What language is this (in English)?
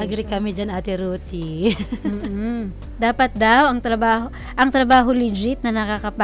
Filipino